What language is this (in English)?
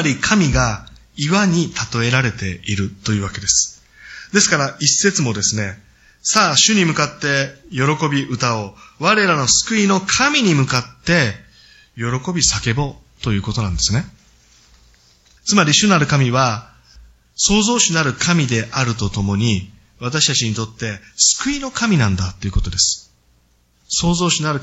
Japanese